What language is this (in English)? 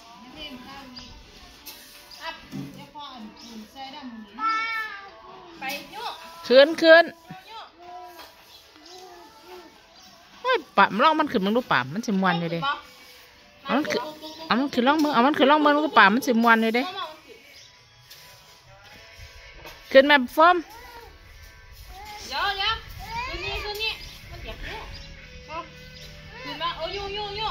Northeastern Thai